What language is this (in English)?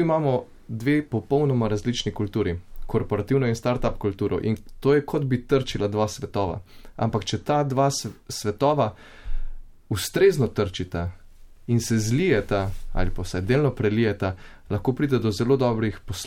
Slovenian